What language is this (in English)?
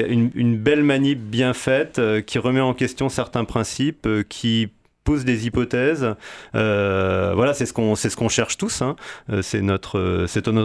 French